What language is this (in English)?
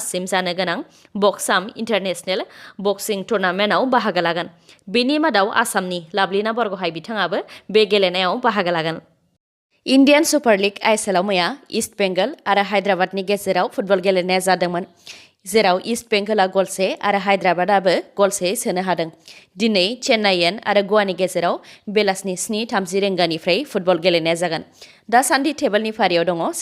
Bodo